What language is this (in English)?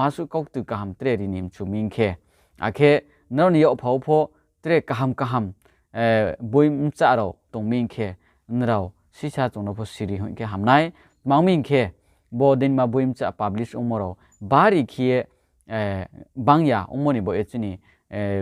Riang (India)